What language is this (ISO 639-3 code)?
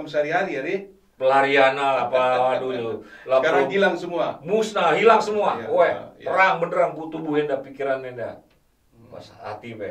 btx